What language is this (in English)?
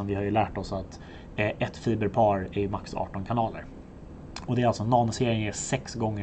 Swedish